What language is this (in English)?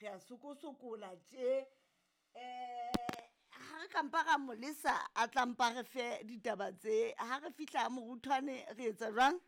Southern Sotho